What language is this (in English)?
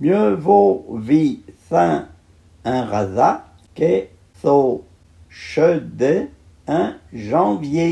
Arpitan